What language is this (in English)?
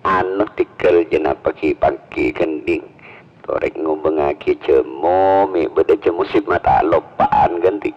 Madurese